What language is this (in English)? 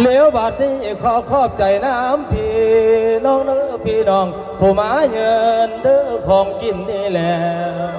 Northeastern Thai